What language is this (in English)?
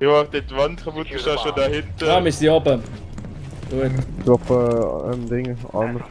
Swiss German